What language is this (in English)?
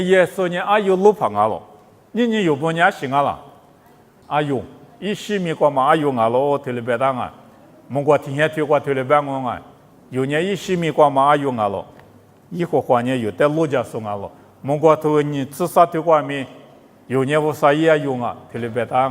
Lisu